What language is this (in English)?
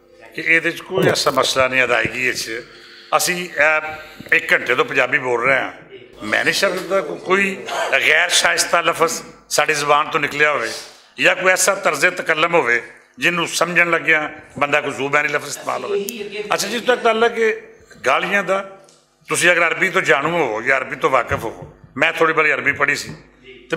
Western Panjabi